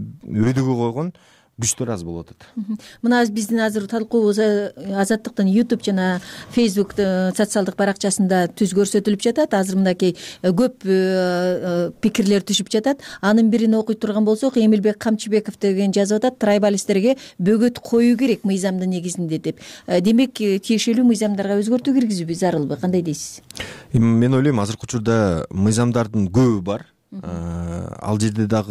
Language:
Kyrgyz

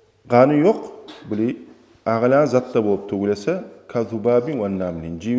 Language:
Kumyk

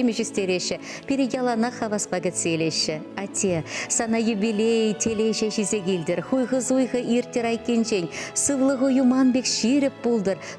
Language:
Chuvash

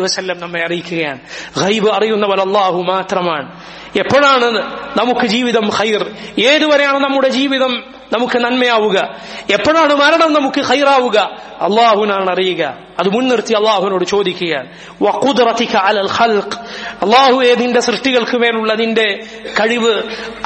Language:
Malayalam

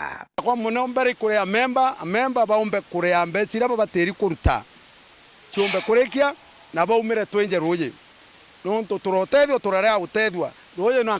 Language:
Meru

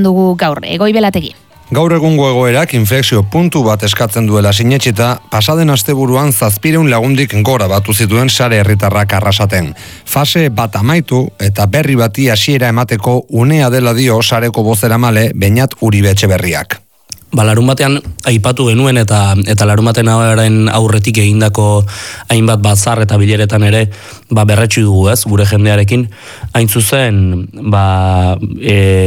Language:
Basque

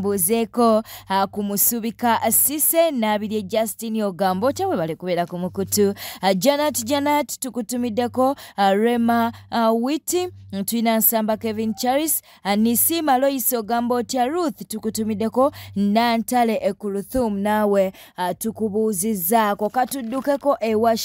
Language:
Ganda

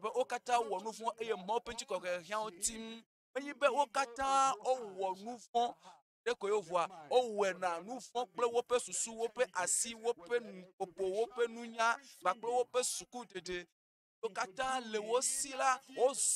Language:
Ewe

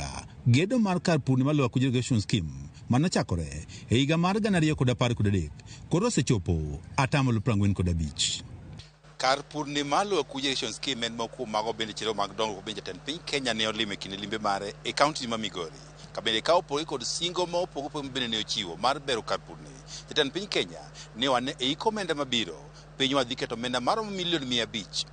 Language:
Luo (Kenya and Tanzania)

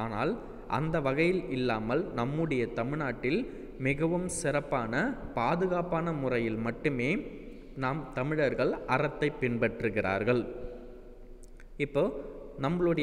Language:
Tamil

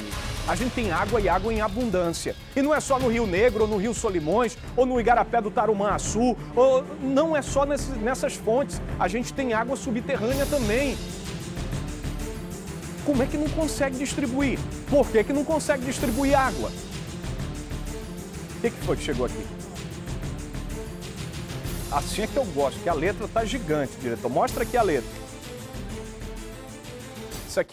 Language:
Portuguese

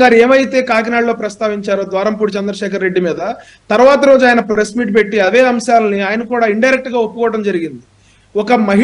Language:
Telugu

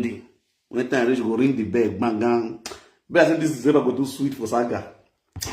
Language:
Nigerian Pidgin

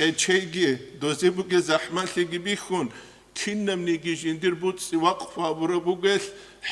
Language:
Avaric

